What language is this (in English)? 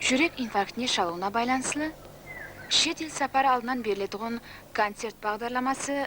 Kara-Kalpak